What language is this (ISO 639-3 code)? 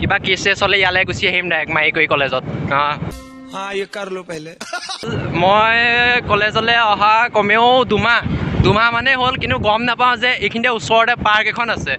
asm